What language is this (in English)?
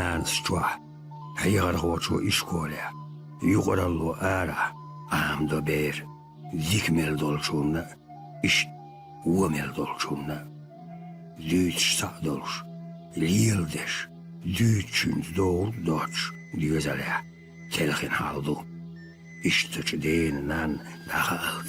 Chechen